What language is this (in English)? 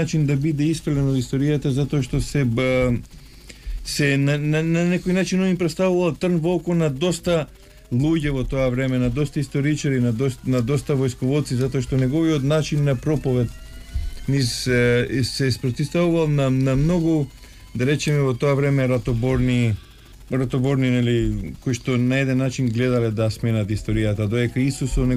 Macedonian